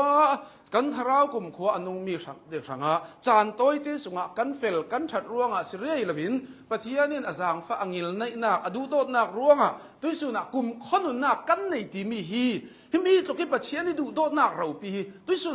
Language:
Hakha Chin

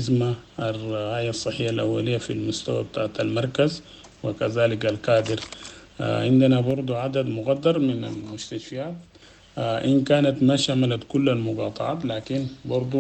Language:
Sudanese Arabic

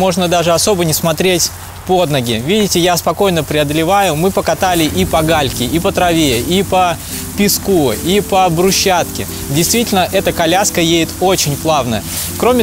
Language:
Russian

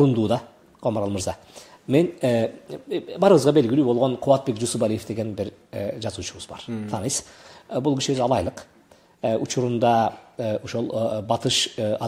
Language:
Kyrgyz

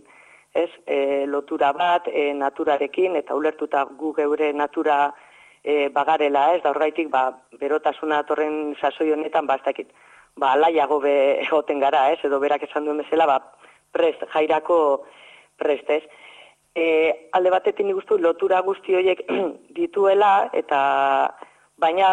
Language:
Basque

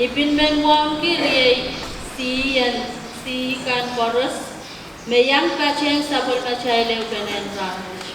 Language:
Pohnpeian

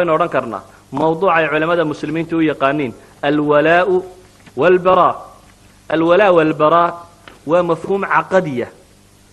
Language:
Somali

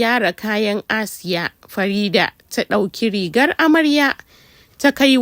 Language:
Hausa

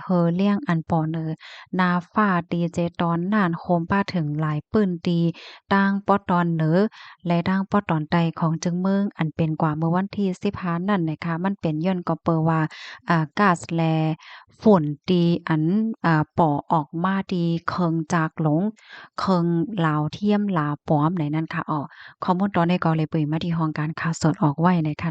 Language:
Shan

